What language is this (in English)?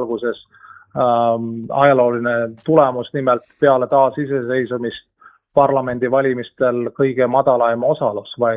Estonian